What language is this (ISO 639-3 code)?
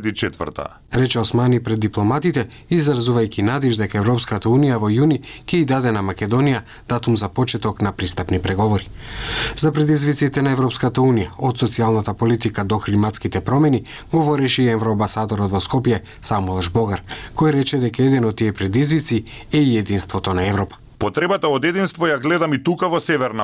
mkd